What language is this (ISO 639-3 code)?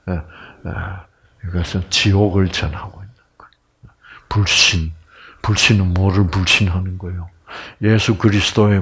kor